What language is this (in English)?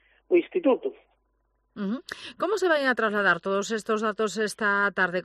Galician